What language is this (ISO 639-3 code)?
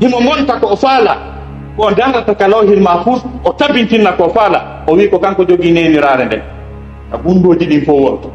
ful